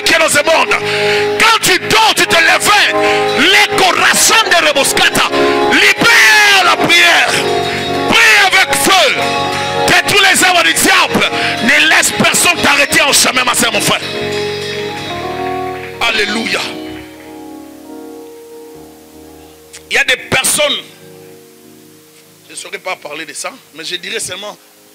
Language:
French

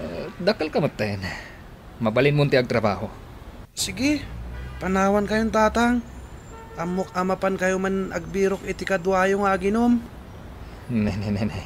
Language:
Iloko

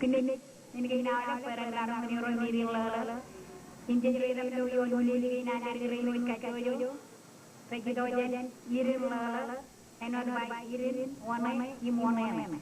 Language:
Marshallese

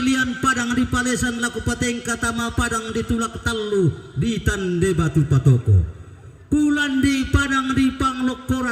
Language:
Toraja-Sa'dan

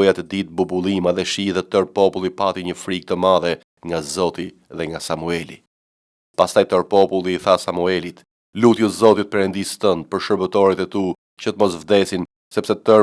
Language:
Albanian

